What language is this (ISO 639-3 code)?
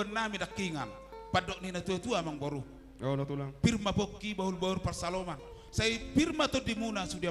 bbc